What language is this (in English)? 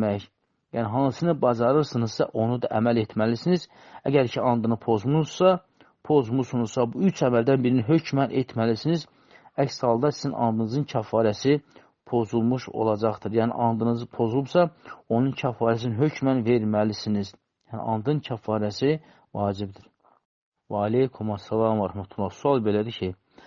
Azerbaijani